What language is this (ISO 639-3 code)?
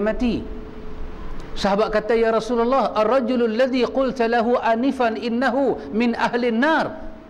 msa